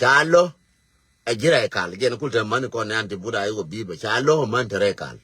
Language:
Nuer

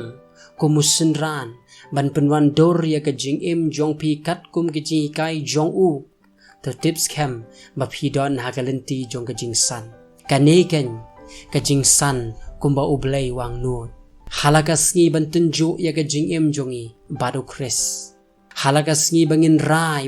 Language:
Khasi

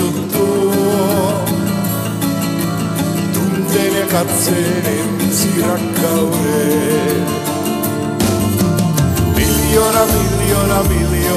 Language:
Finnish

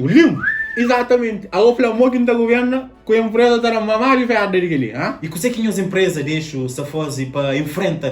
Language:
Kabuverdianu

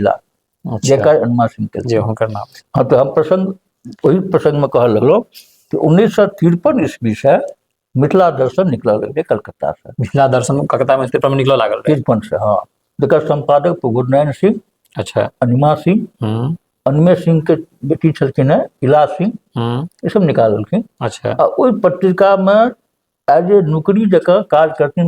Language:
Maithili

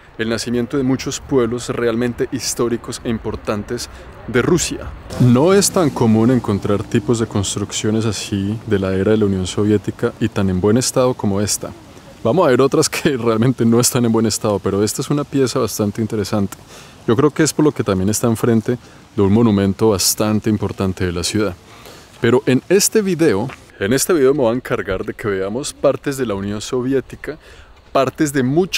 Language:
Spanish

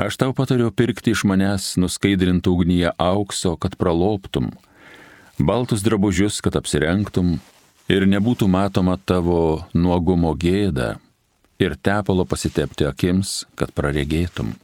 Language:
Lithuanian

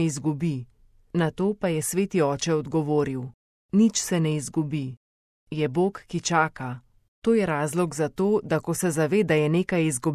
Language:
Slovenian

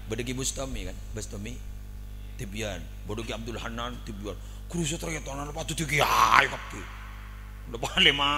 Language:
Madurese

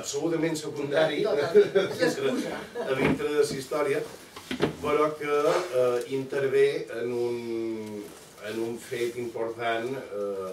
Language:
Catalan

